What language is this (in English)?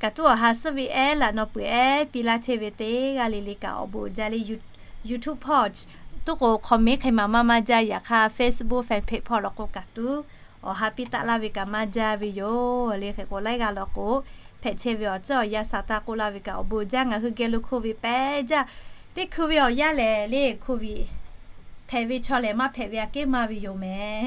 Lahu